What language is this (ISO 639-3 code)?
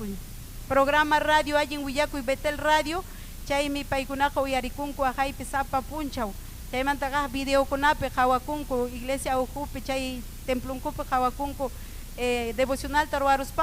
quy